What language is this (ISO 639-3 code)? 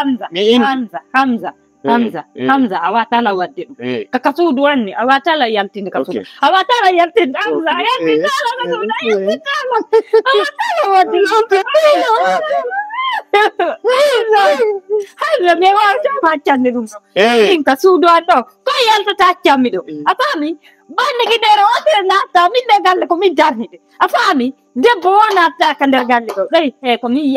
ful